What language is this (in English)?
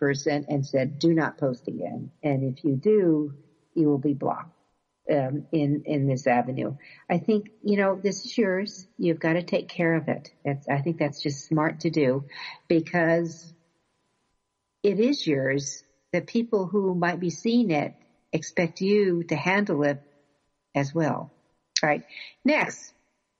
English